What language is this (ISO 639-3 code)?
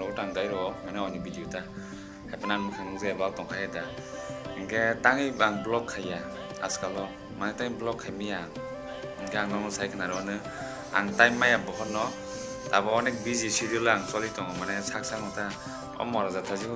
trp